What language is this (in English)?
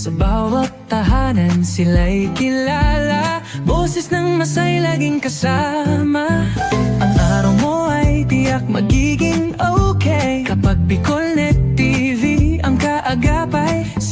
Bikol